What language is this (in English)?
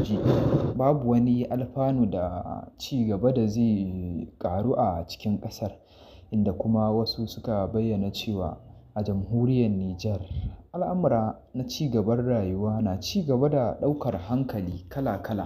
Hausa